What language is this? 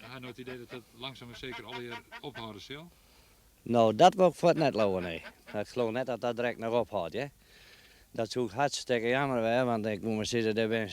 Western Frisian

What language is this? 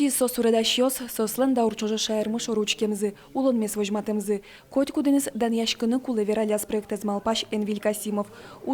Udmurt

